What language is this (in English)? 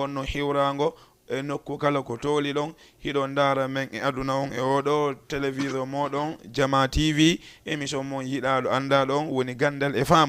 Fula